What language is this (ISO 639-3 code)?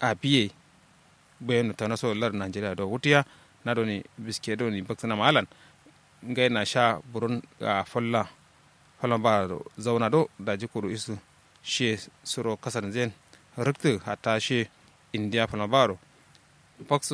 kau